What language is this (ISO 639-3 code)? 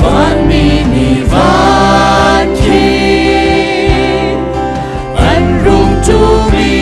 cnh